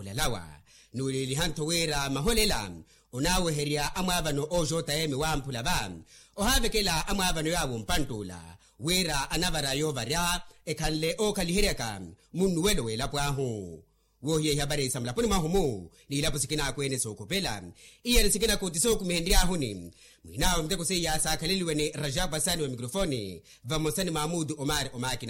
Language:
Makhuwa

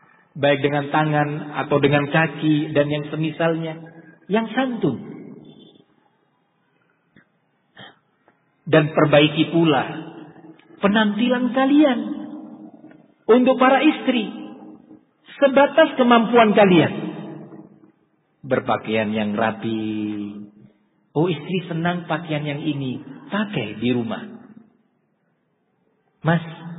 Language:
Indonesian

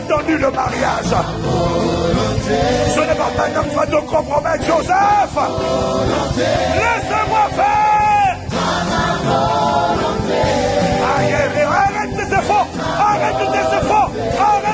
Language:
French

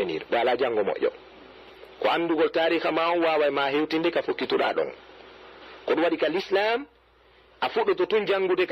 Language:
Fula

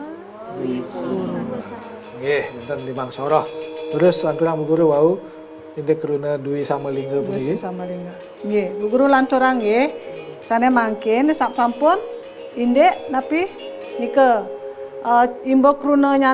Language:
Balinese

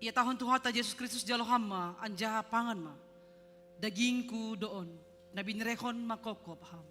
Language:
Batak Simalungun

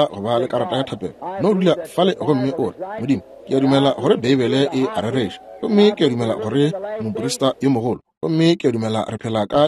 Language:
Northern Sotho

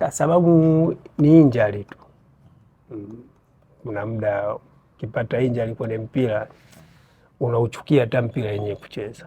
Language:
Swahili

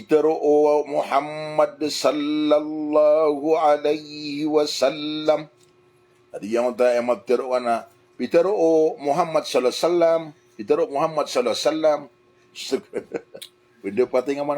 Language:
Maranao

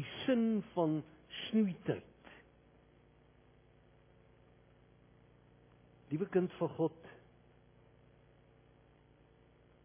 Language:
Afrikaans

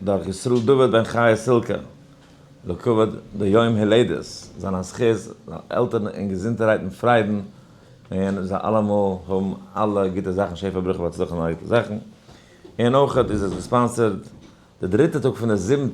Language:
Yiddish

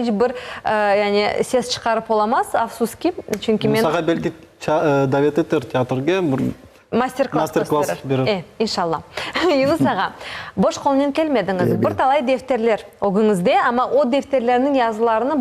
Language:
Crimean Tatar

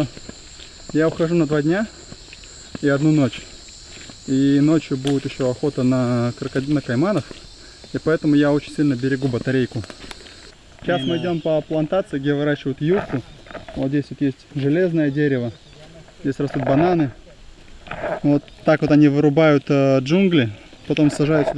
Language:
Russian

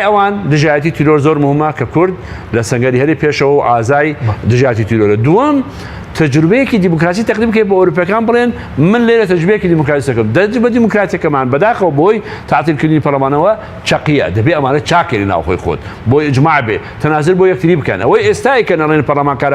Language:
Central Kurdish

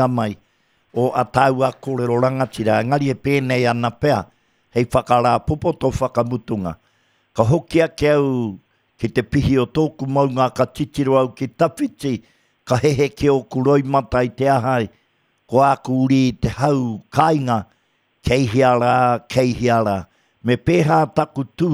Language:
Māori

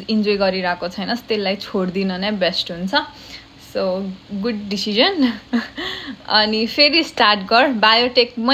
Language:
Nepali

